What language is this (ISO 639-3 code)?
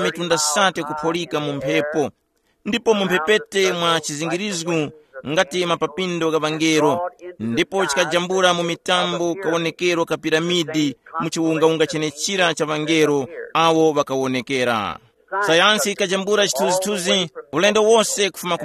tum